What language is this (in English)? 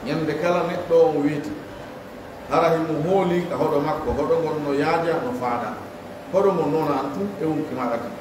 Pular